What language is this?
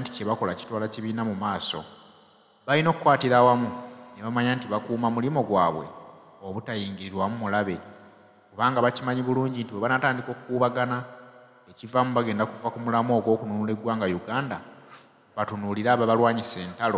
Ganda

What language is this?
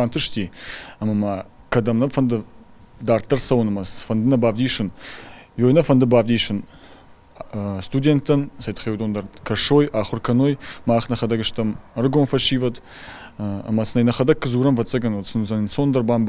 Ossetic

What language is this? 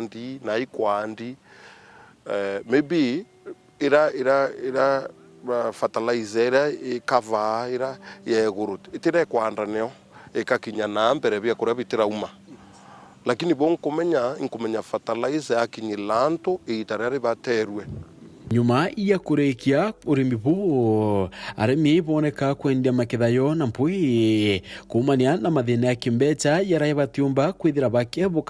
Meru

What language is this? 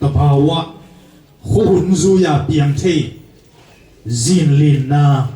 Tedim Chin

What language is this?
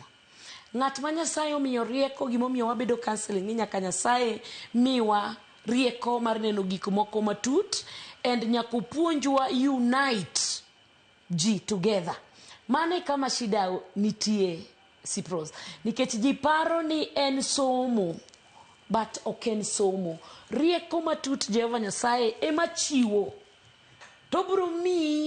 Luo (Kenya and Tanzania)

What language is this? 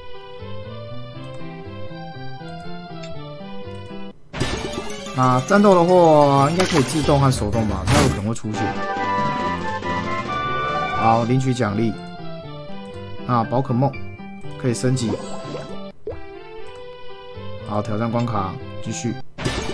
Chinese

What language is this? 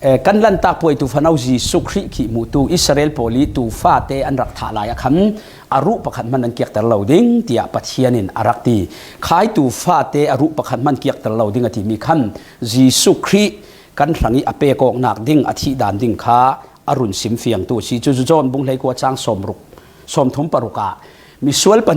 Falam Chin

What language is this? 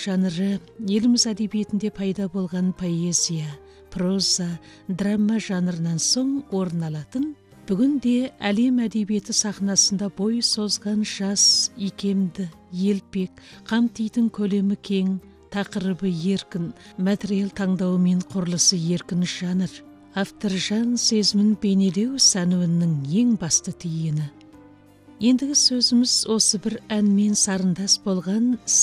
Kazakh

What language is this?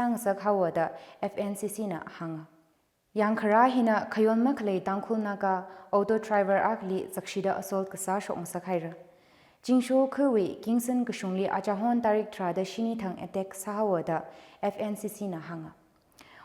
Tangkhul Naga (India)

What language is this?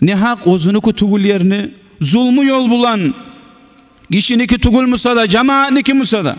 Kumyk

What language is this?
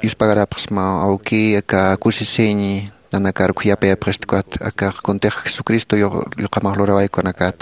Aymara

